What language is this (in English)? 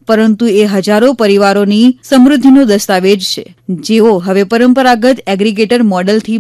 Gujarati